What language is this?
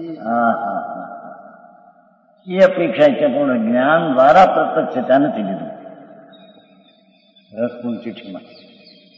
Gujarati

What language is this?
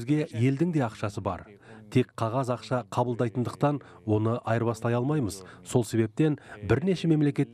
Kazakh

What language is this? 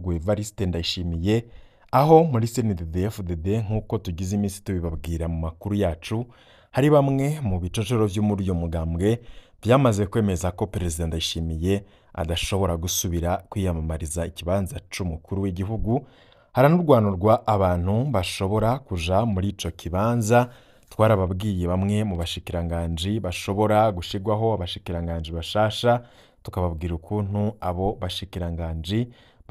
Rundi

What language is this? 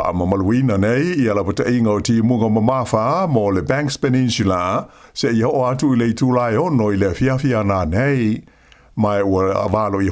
Samoan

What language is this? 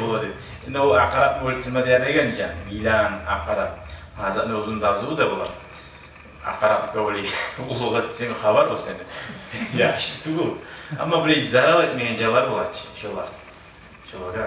Kumyk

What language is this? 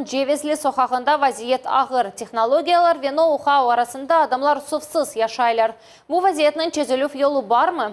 Crimean Tatar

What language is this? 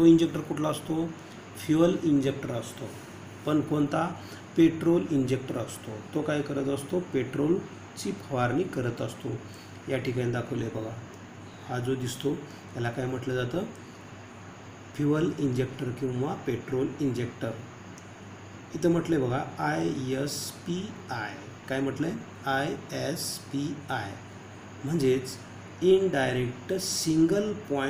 Marathi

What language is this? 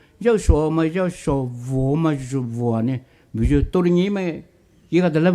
Poumei Naga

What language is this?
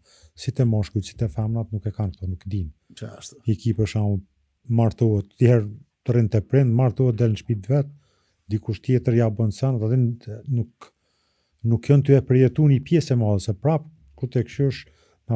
Albanian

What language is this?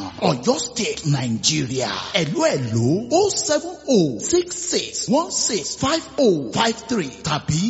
Yoruba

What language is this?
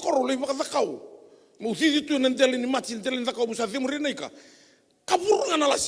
Fijian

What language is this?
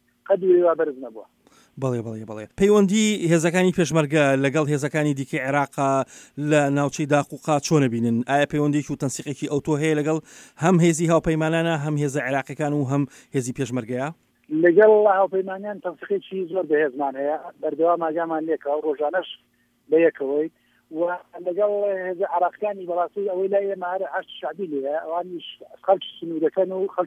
Central Kurdish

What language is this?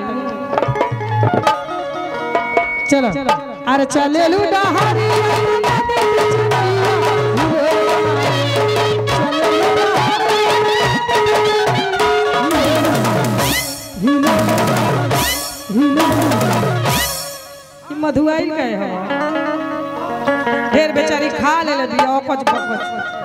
Bhojpuri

